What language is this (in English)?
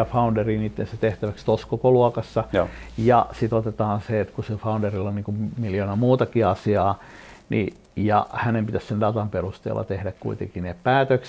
Finnish